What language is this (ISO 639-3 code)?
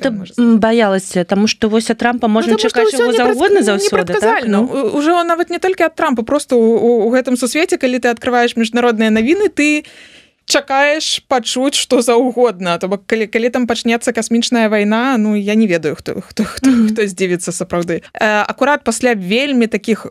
bel